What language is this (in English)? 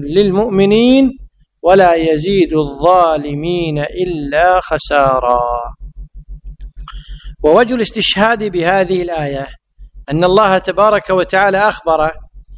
Arabic